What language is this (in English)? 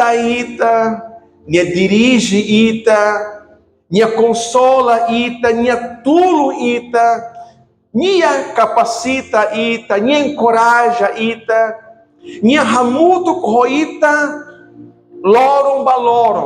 Tetum